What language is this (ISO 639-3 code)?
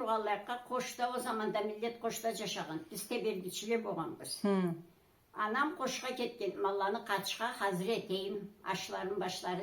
krc